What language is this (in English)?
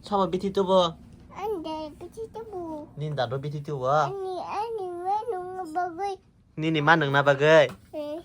Kok Borok